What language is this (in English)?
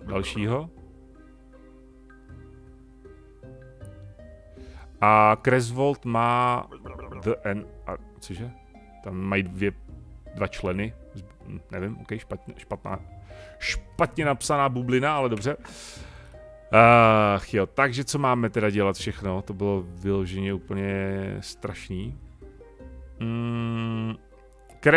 Czech